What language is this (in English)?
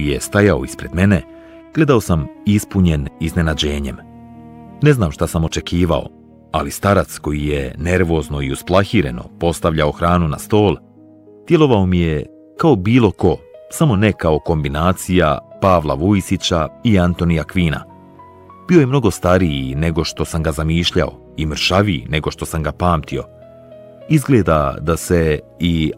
Bosnian